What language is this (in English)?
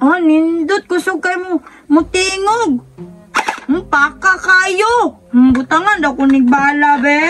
Cebuano